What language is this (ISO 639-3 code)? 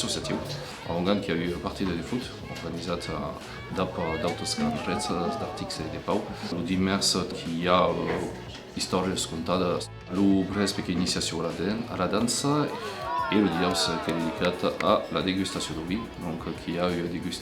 oci